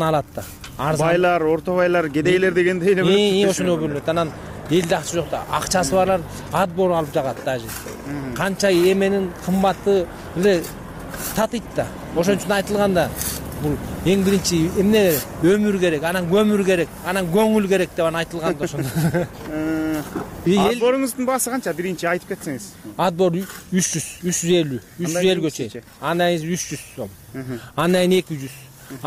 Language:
Kyrgyz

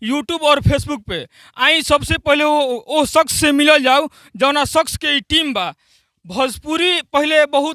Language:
Bhojpuri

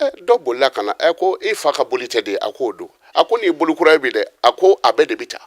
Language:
Bambara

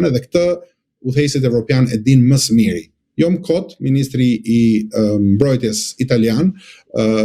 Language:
Albanian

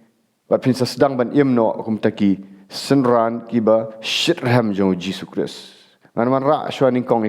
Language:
Khasi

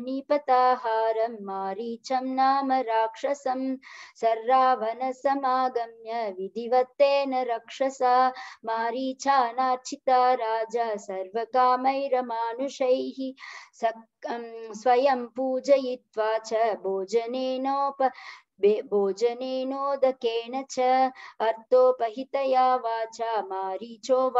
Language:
Sanskrit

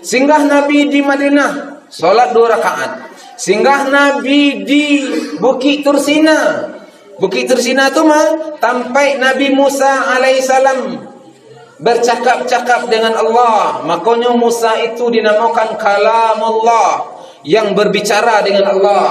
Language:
Minangkabau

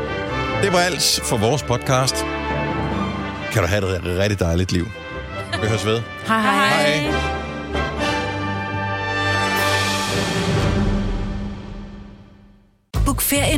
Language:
Danish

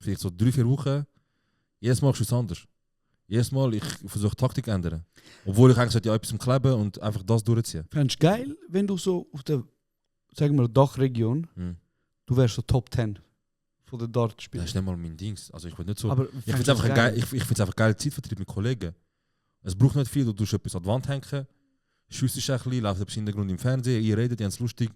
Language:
Swiss German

